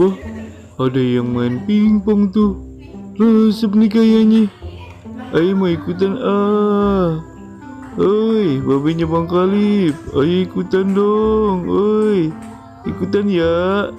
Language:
Betawi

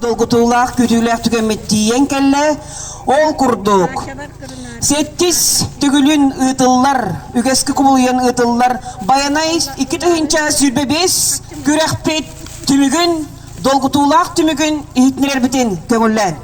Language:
Yakut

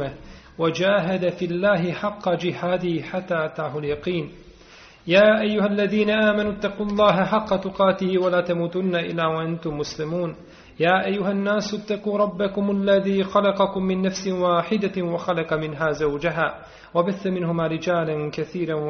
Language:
Bosnian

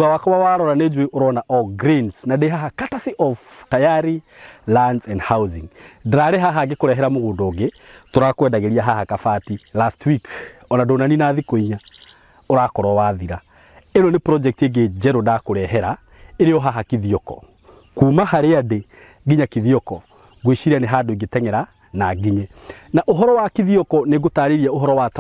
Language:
Kikuyu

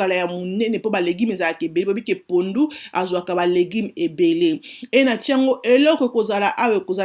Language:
Lingala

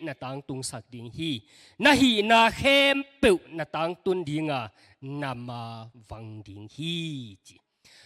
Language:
Tedim Chin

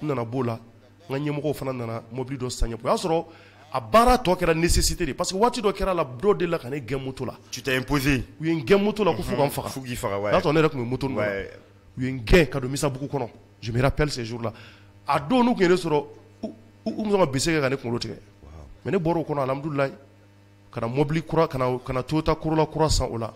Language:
Bambara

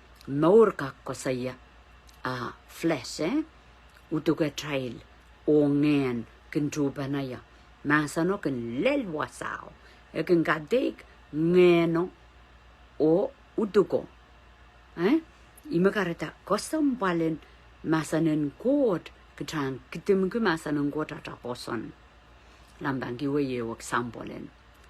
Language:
Pohnpeian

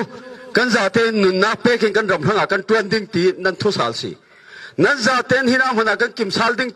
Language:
Falam Chin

